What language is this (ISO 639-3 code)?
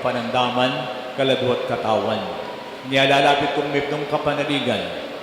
pam